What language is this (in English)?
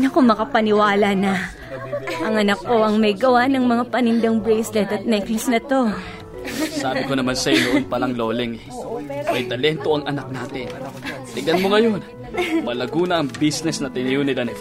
Filipino